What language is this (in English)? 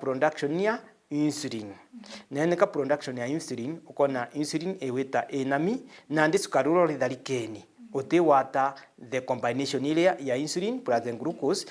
Meru